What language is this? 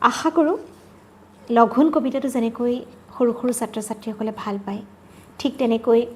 Assamese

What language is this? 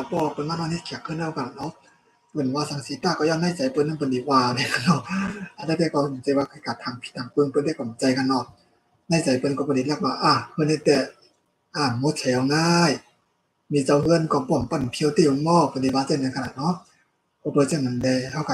Shan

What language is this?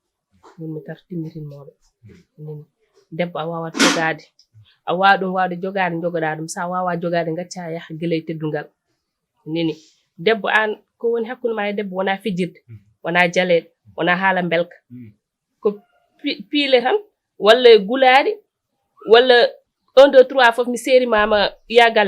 Fula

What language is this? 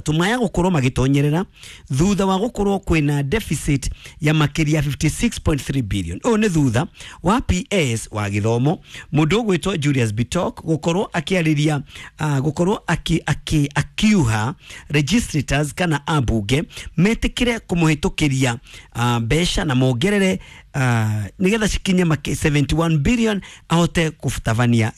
Kikuyu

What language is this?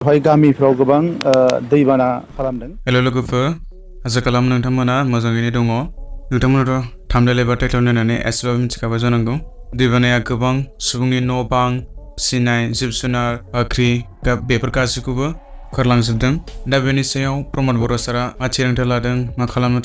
Bodo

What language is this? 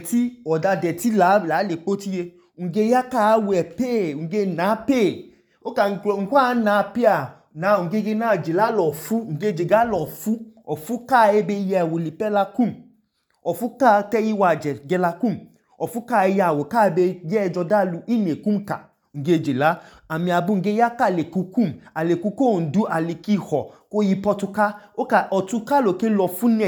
Idoma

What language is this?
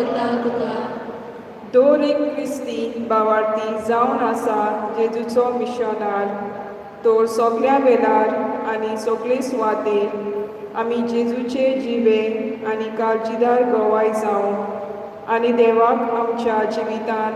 Konkani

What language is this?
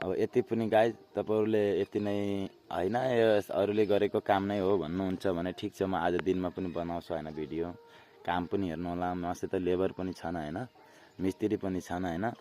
Nepali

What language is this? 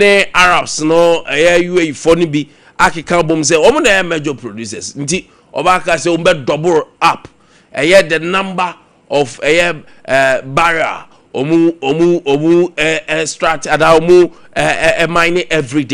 Akan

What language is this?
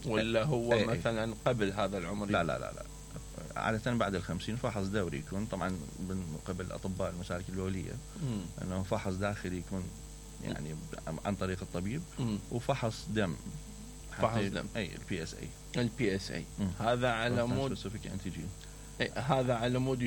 Mesopotamian Arabic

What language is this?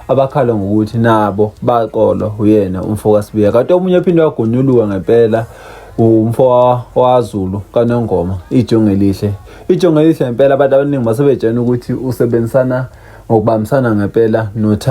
Zulu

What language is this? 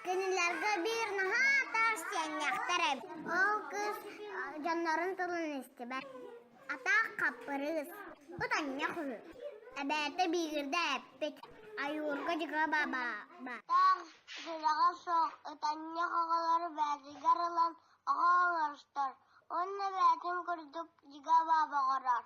Yakut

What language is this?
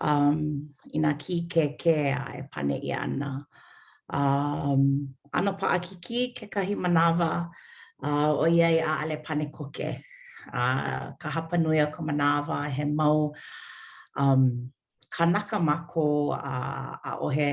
Hawaiian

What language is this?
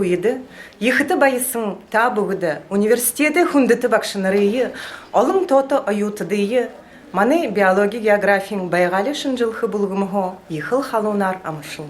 Buriat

